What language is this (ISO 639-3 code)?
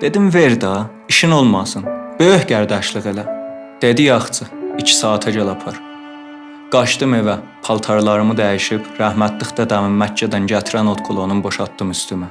azb